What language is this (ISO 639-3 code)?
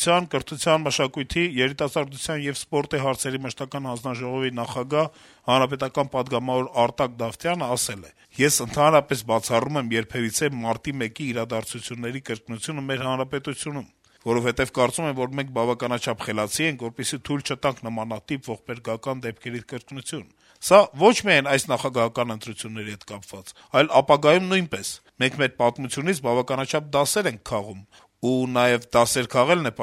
hye